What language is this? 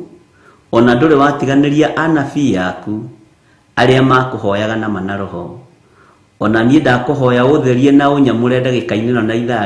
Kikuyu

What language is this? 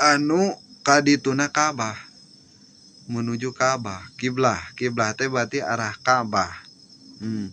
Sundanese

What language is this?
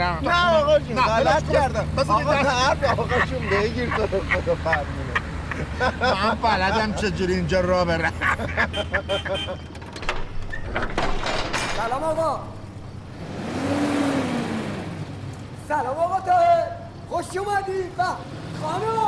Persian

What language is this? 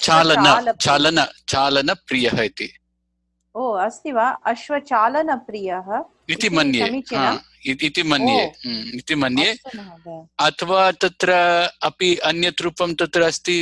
Sanskrit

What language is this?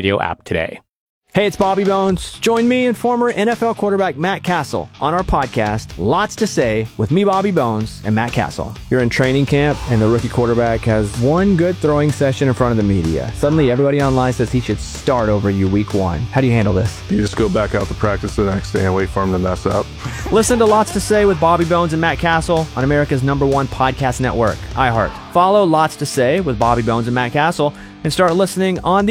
English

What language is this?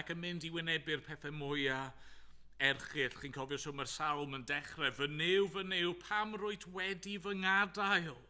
Welsh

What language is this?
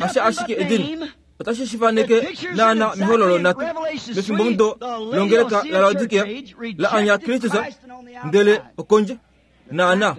Kuanyama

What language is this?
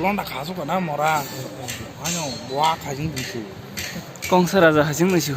Kok Borok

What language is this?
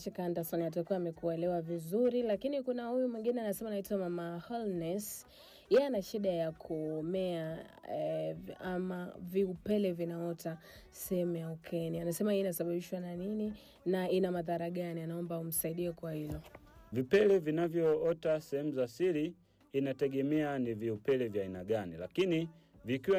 Swahili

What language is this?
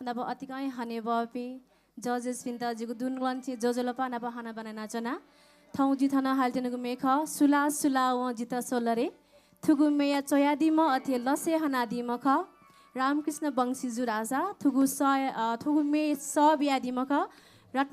Newari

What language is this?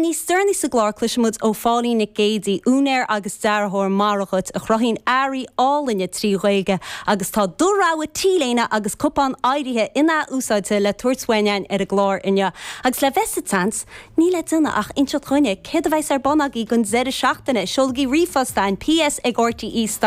Irish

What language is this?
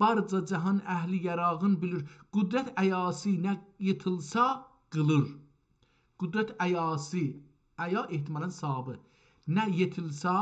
South Azerbaijani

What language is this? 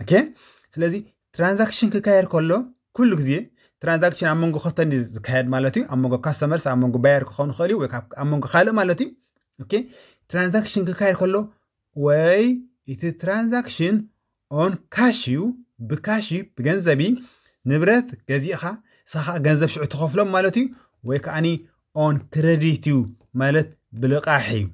Tigrinya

